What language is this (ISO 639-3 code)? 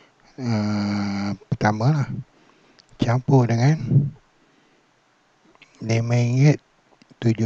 msa